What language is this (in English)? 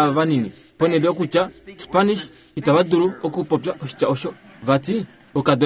Kuanyama